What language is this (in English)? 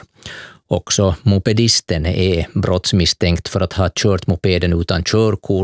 Swedish